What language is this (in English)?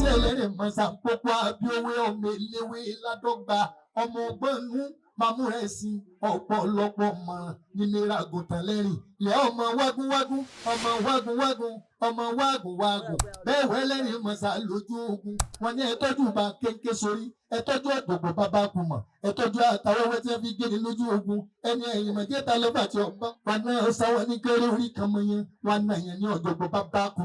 Yoruba